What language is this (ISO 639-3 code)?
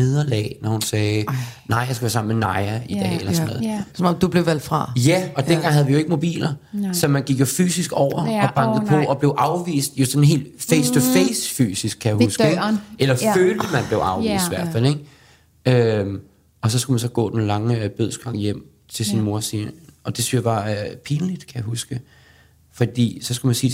dan